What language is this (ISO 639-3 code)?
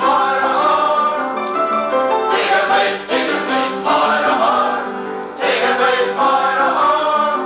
gle